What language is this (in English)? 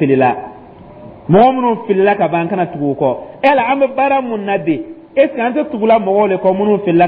Dyula